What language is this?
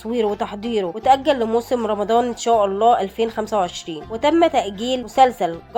Egyptian Arabic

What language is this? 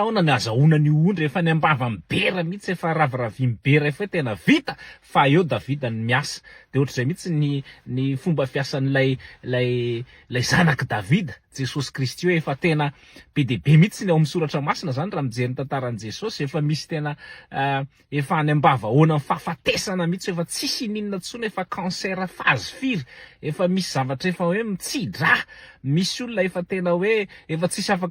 Malagasy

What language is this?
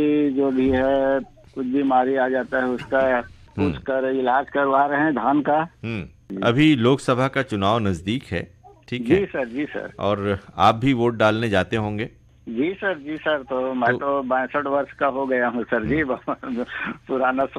Hindi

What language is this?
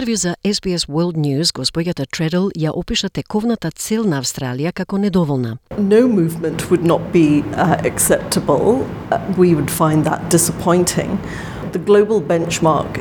Macedonian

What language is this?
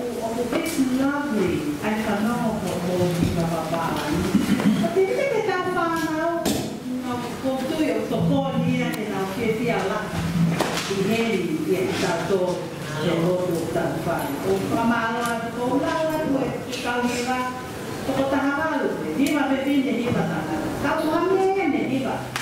Tongan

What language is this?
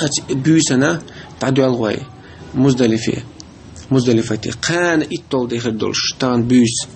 Chechen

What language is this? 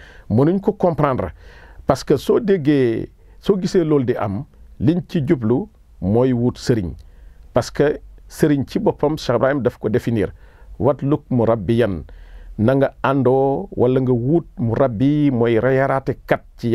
Wolof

